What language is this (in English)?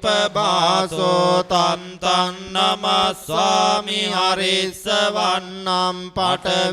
Pali